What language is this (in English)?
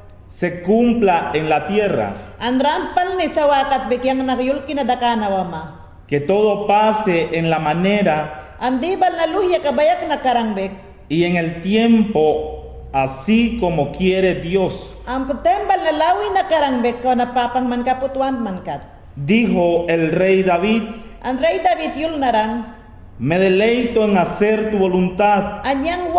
Mayangna